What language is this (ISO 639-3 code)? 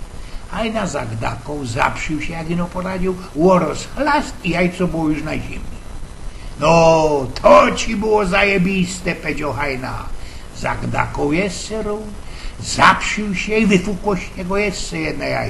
szl